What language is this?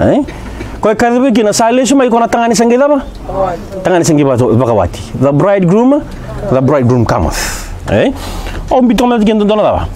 Fijian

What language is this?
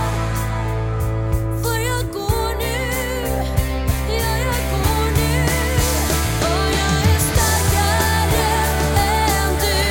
Swedish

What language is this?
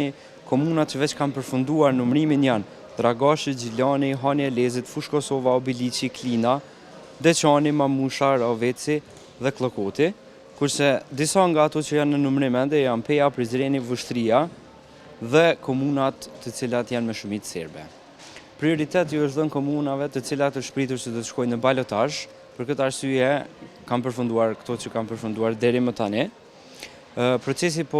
Albanian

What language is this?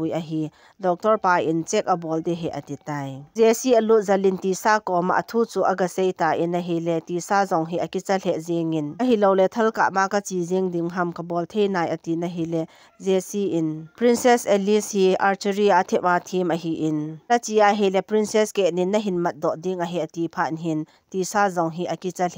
Thado Chin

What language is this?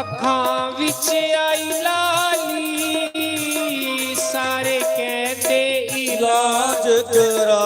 Dogri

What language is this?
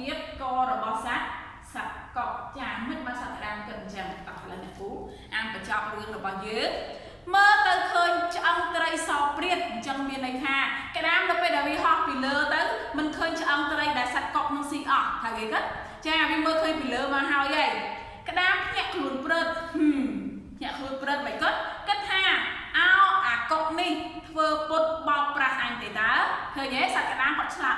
Khmer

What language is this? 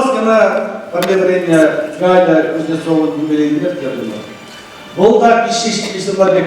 Chuvash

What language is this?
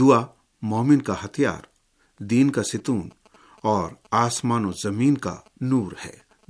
Urdu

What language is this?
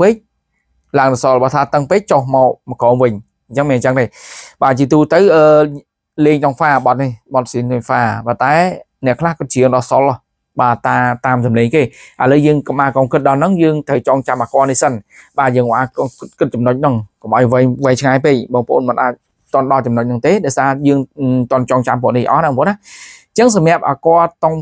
Khmer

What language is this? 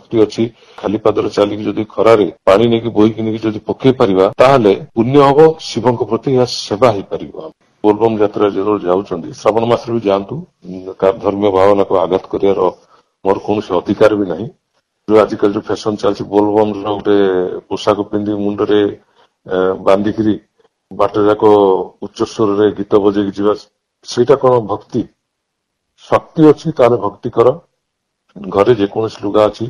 Odia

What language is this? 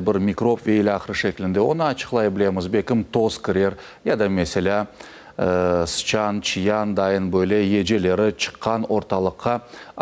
Crimean Tatar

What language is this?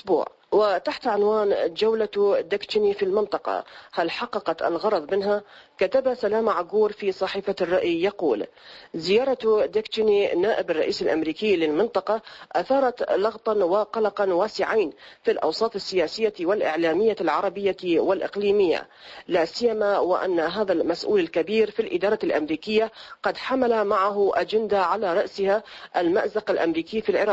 Arabic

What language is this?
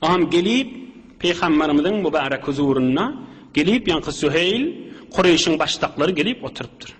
Turkmen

